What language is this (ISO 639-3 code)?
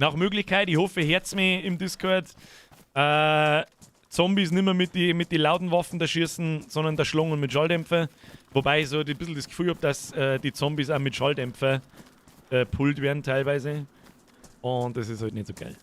bar